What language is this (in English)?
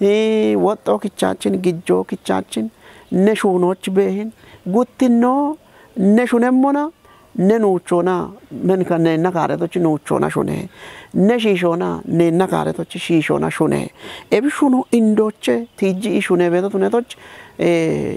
Kafa